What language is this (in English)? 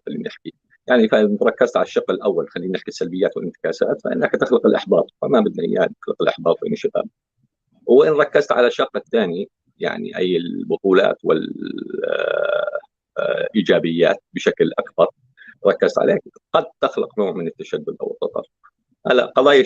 North Levantine Arabic